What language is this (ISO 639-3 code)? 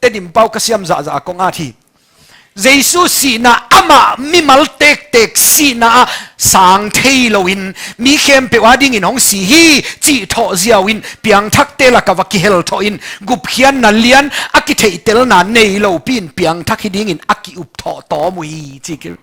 ctd